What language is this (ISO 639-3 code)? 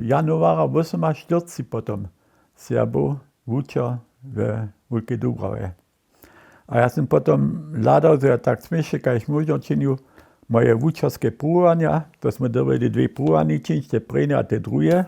hsb